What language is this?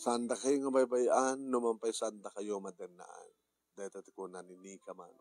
Iloko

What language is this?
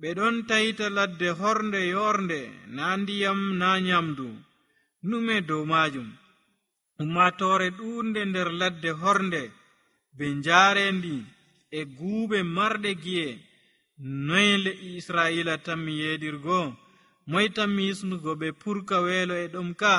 Nigerian Fulfulde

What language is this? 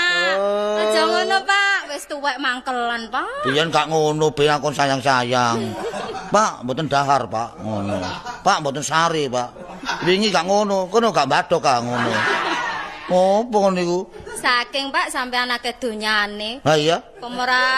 Javanese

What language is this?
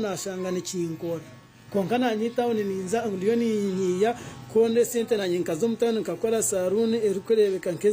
Nyankole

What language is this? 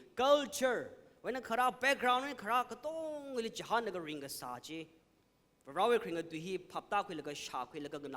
Tangkhul Naga (India)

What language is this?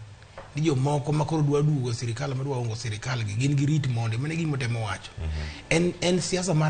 Luo (Kenya and Tanzania)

